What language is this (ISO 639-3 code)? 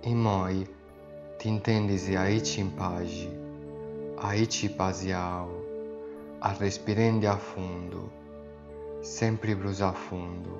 srd